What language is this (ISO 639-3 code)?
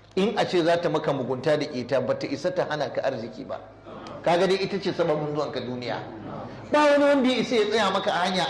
hau